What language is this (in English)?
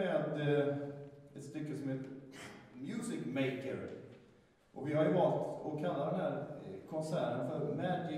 Swedish